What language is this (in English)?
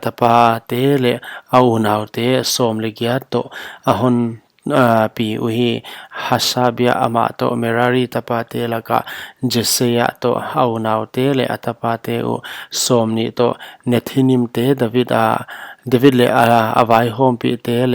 Paite Chin